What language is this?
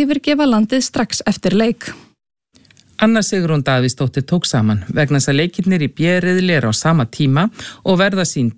Icelandic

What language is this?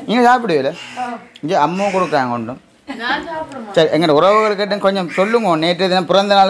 Tamil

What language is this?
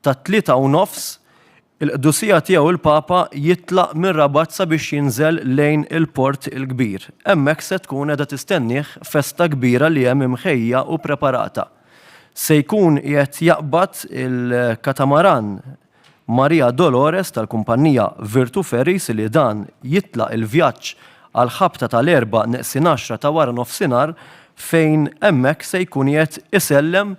Maltese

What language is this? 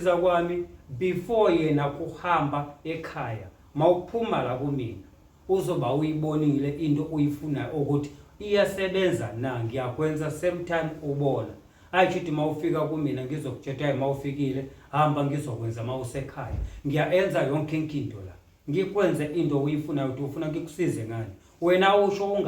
Zulu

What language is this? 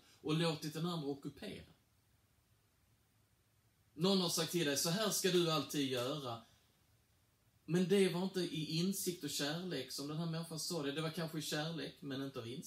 Swedish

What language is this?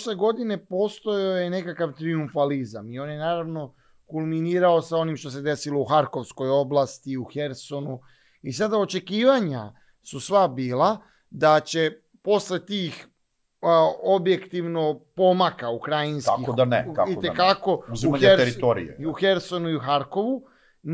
Serbian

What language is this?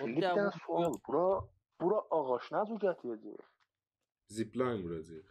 South Azerbaijani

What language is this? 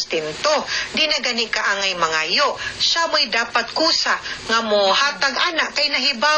Cebuano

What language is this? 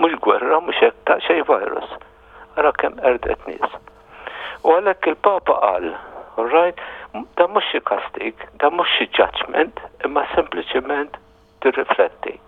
Maltese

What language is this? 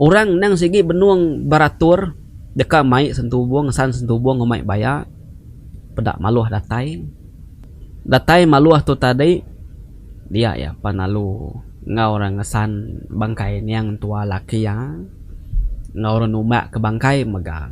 Iban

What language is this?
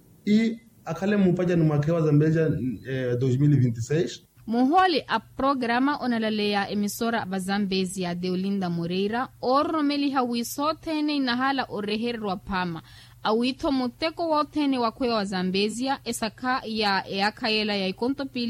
Makhuwa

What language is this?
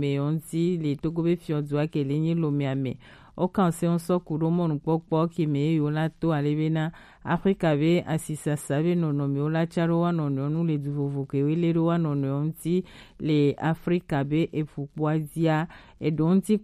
Gen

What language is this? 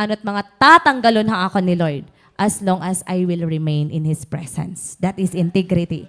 Waray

